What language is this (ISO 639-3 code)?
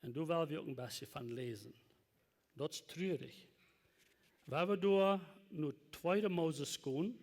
pdt